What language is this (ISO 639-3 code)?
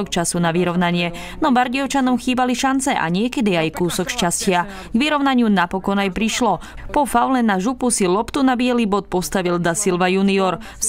slk